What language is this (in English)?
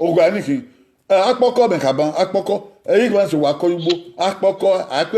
Bini